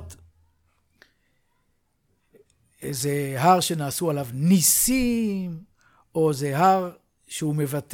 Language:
Hebrew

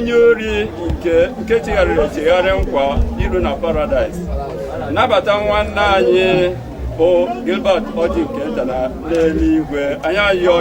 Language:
Igbo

